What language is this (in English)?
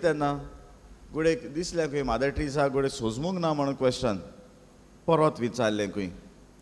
Konkani